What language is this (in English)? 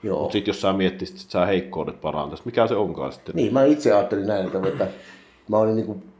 Finnish